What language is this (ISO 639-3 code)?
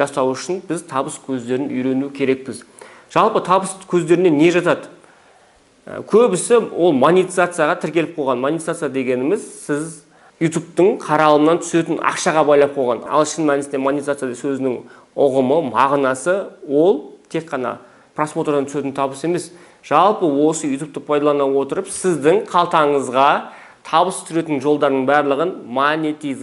kaz